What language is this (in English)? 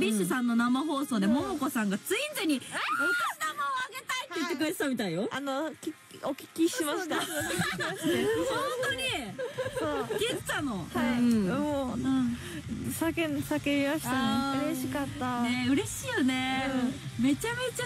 Japanese